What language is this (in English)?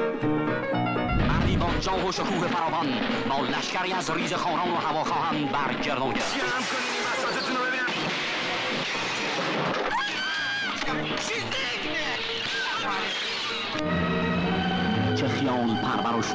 Persian